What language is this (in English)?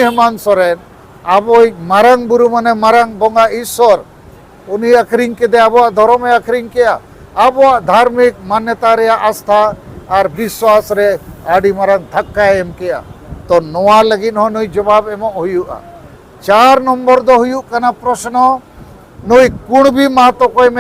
Santali